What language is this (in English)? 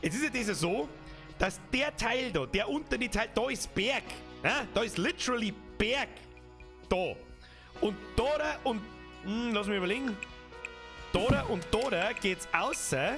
Bavarian